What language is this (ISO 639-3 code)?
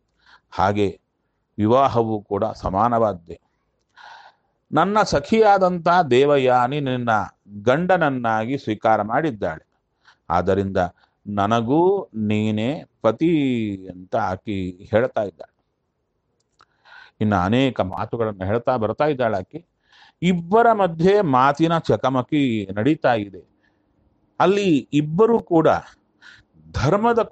kan